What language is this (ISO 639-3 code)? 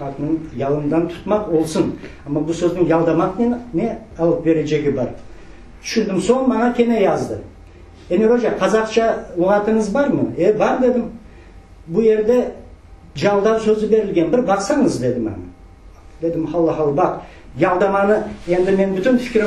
crh